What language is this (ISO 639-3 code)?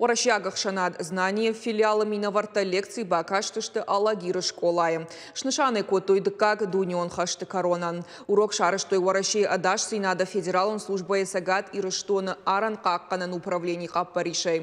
oss